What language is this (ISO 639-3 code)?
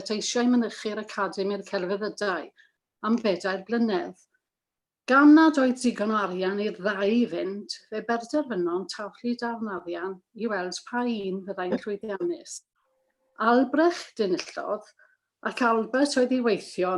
cym